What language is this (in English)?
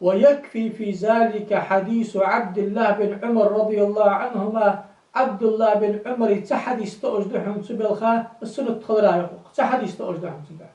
Ingush